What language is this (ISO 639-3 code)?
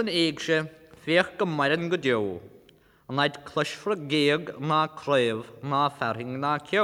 gle